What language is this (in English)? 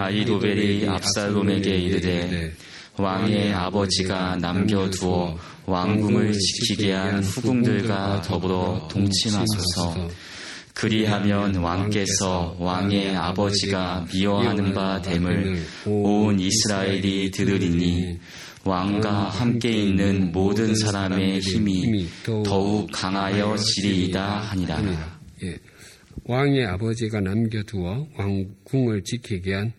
Korean